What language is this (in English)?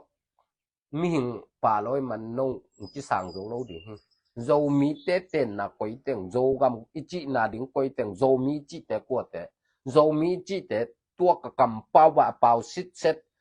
Tedim Chin